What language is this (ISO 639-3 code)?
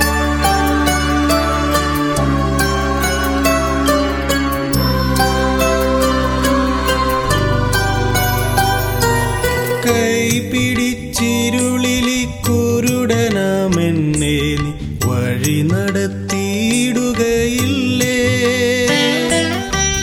mal